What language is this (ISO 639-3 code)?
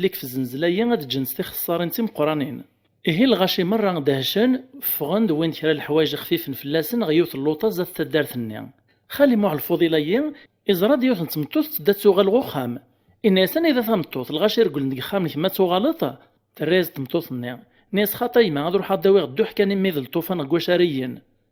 kab